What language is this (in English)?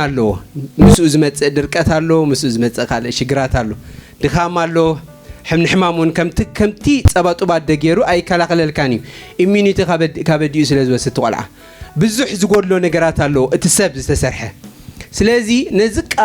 Tigrinya